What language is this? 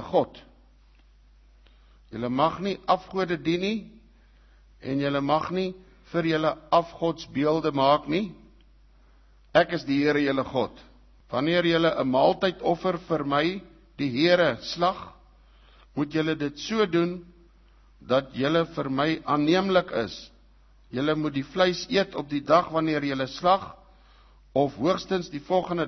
Afrikaans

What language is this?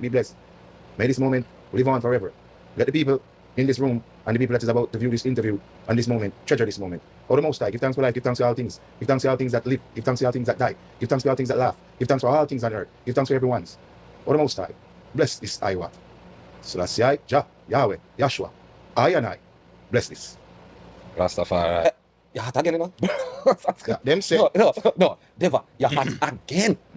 Jamaican Creole English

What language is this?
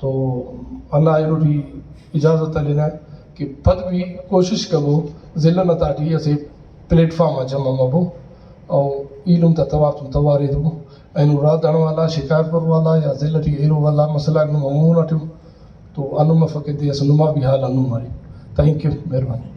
Brahui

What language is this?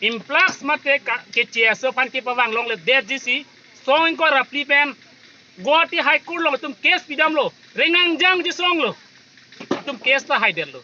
Karbi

